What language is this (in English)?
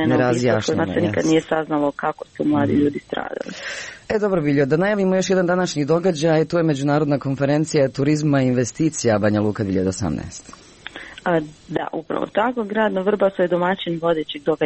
Croatian